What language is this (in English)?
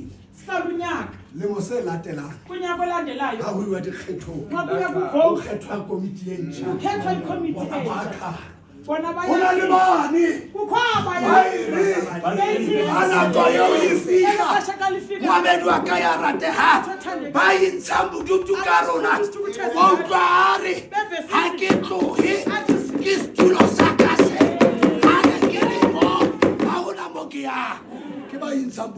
Southern Sotho